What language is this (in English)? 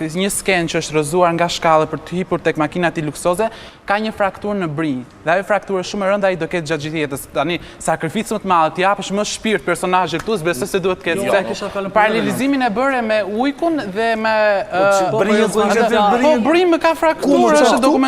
Albanian